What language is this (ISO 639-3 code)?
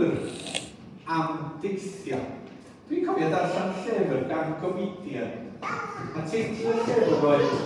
cym